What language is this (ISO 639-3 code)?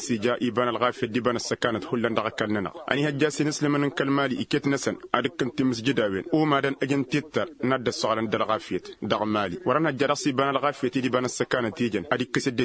taq